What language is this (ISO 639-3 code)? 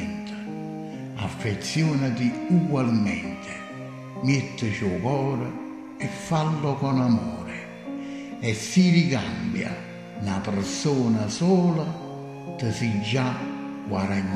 nap